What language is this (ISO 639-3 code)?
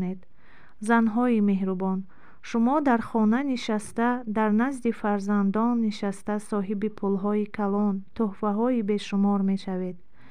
tgk